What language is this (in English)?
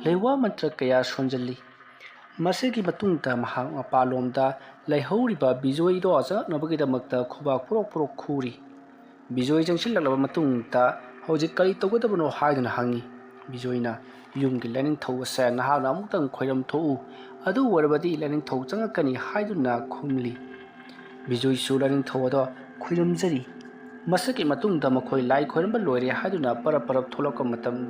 Manipuri